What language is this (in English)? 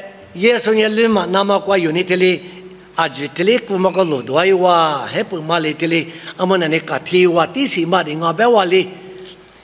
Lisu